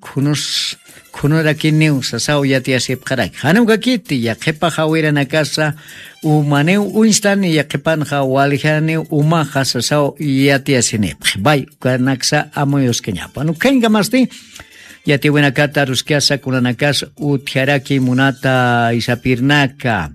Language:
Aymara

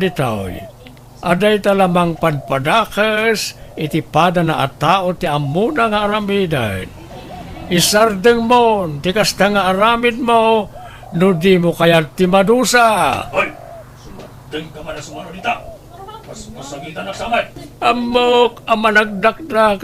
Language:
Iloko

